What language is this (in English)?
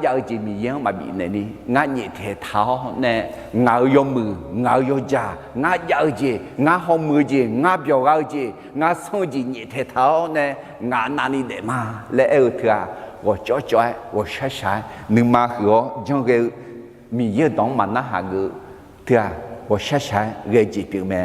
Akha